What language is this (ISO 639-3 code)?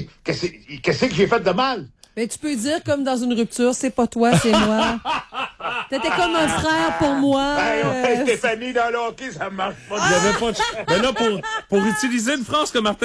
fra